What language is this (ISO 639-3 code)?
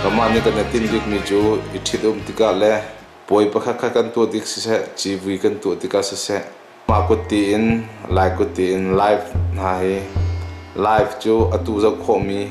cnh